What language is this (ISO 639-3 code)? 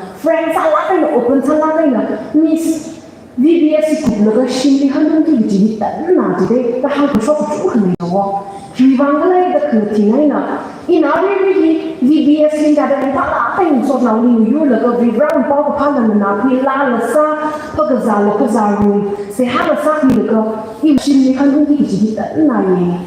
nmf